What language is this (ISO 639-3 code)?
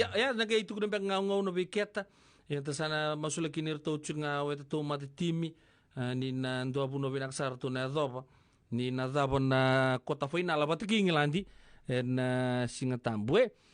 fij